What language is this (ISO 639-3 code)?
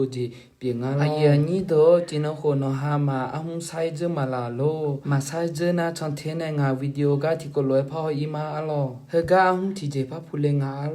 ahk